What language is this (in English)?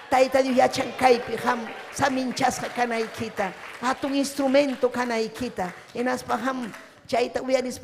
Ayacucho Quechua